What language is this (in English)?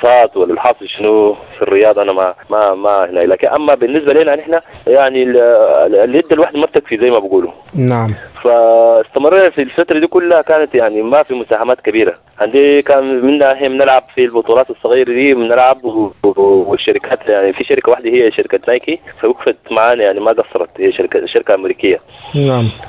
Sudanese Arabic